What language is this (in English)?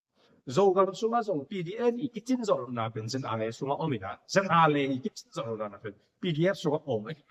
Tedim Chin